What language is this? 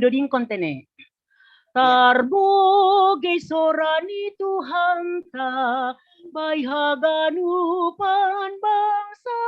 Batak Simalungun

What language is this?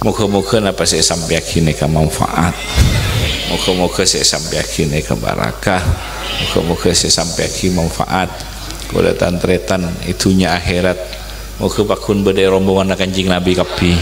Madurese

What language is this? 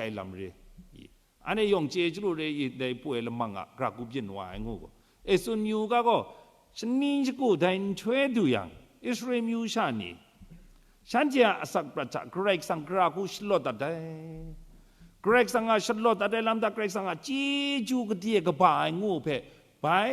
Kachin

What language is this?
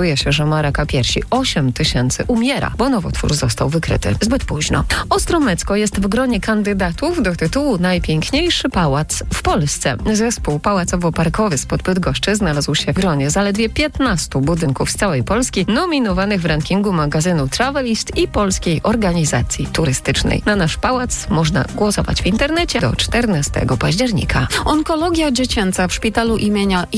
Polish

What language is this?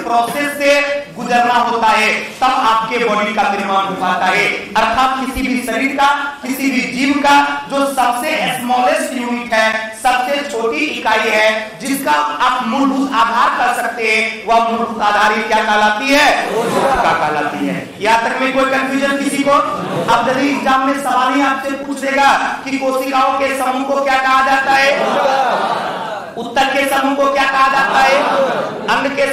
Hindi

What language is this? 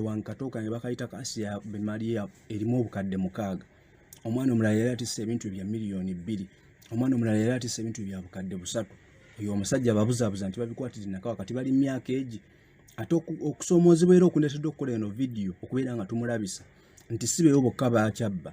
Ganda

